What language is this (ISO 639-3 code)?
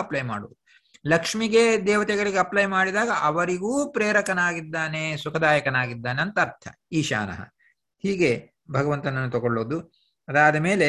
kan